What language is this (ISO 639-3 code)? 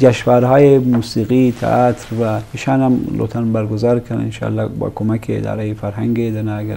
bgp